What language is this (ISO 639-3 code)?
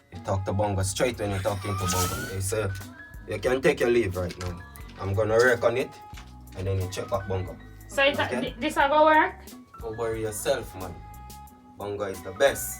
jam